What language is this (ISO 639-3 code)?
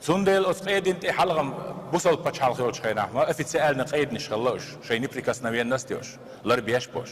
che